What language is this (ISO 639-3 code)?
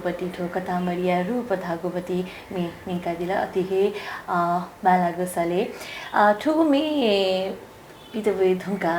new